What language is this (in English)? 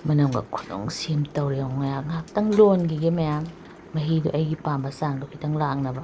Manipuri